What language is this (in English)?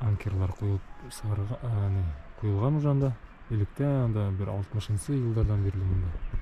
Bashkir